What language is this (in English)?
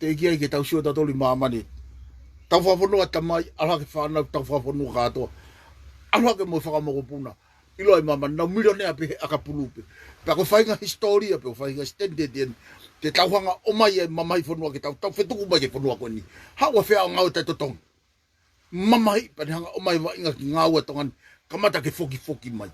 Tongan